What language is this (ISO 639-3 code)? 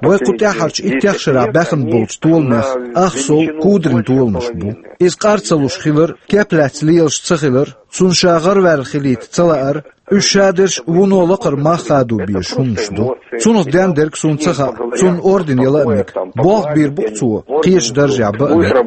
che